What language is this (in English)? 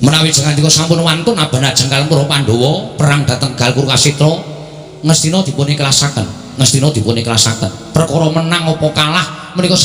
Javanese